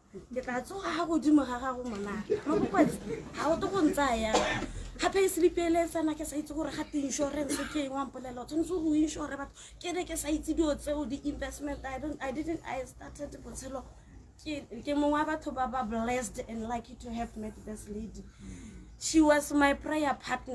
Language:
Tswana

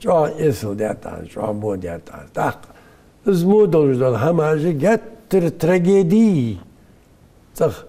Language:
Ingush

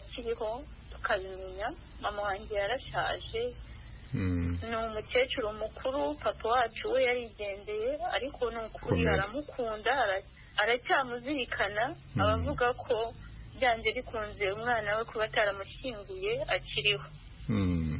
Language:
Kinyarwanda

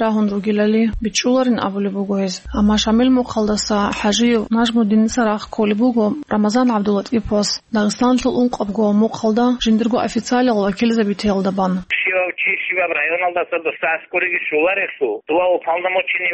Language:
Avaric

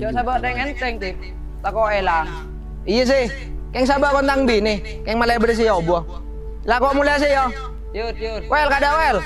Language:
Madurese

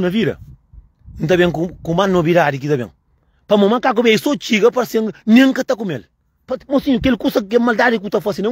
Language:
Kabuverdianu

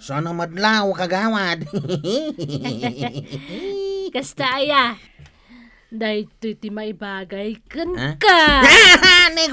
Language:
Iloko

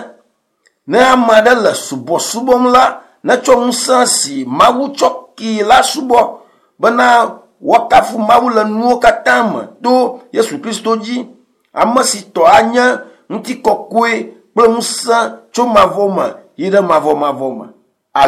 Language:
Ewe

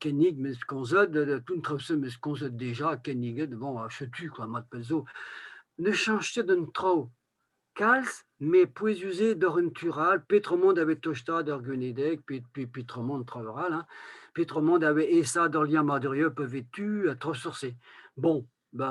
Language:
Breton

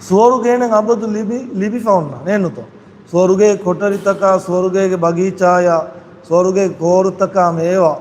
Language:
Divehi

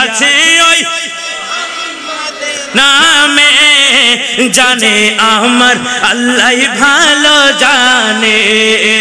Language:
Bangla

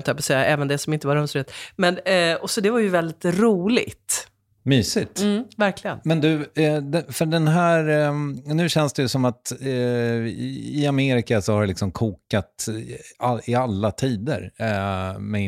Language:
Swedish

